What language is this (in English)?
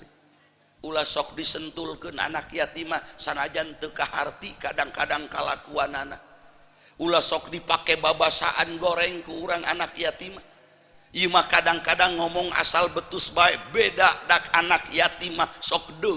Sundanese